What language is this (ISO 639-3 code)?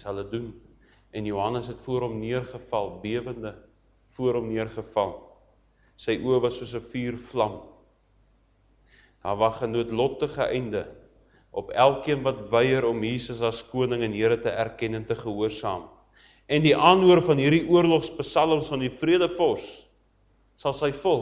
afr